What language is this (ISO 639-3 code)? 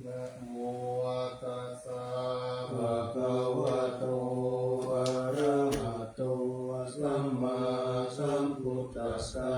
pli